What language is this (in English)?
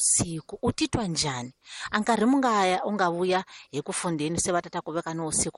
Tsonga